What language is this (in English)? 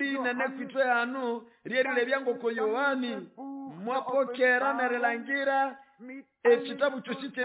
Nande